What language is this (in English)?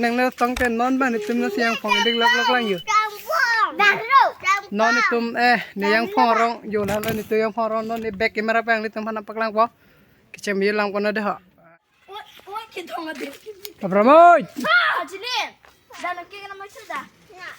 Karbi